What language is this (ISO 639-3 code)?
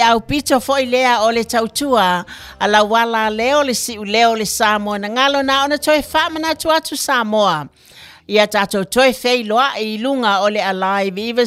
smo